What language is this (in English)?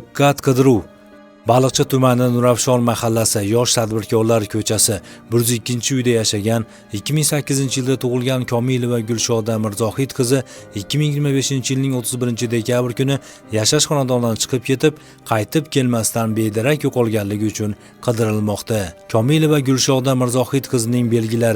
Uzbek